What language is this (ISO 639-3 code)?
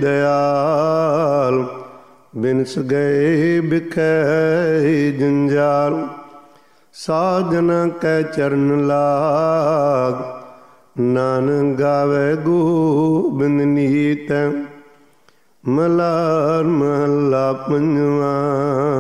pan